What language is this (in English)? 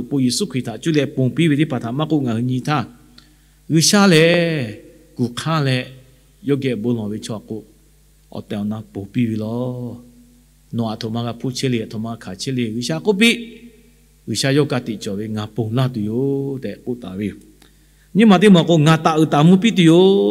Lahu